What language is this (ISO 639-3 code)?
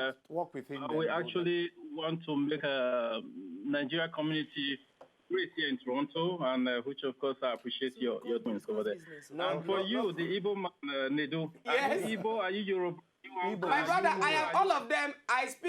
pcm